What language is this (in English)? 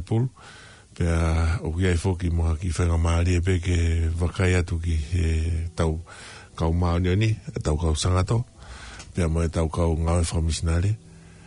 Tongan